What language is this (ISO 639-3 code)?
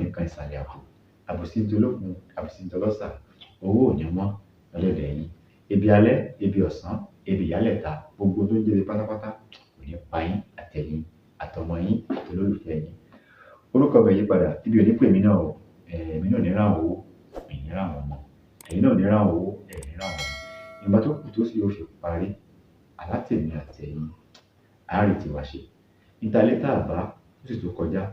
yor